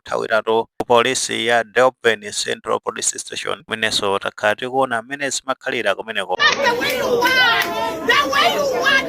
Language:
Nyanja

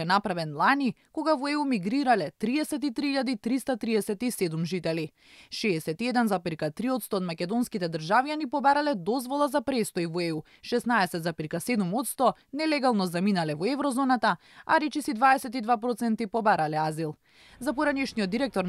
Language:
Macedonian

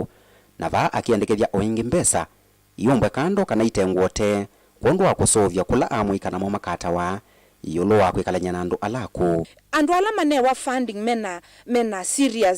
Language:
Kamba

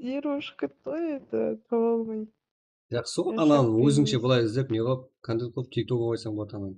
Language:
Kara-Kalpak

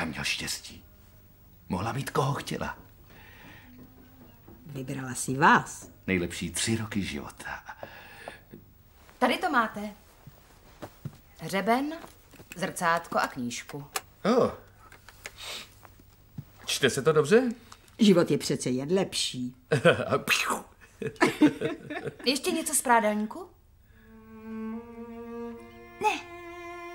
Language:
Czech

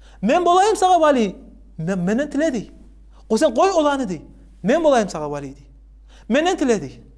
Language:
Kumyk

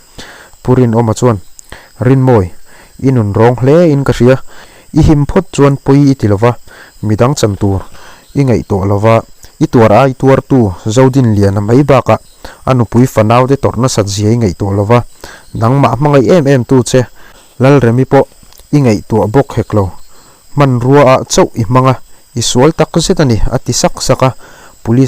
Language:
Mizo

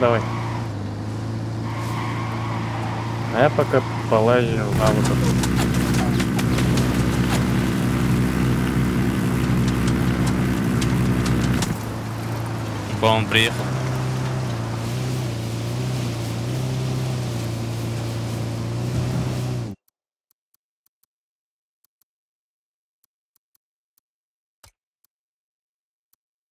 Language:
Russian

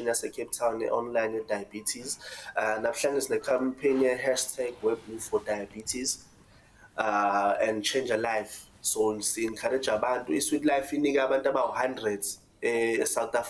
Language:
Zulu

